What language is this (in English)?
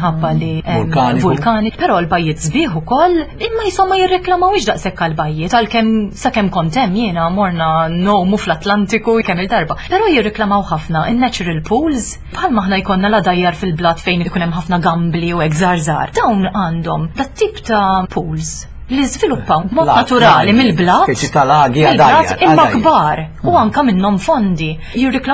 Maltese